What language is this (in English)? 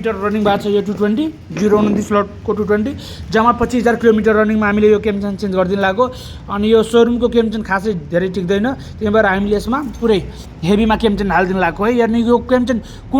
Nepali